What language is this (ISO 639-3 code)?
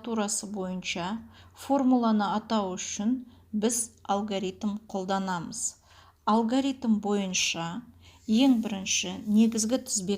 kaz